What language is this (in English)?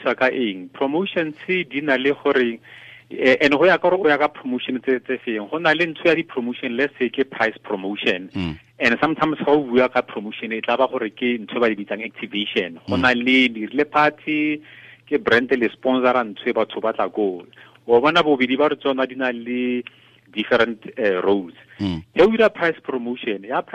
Tswana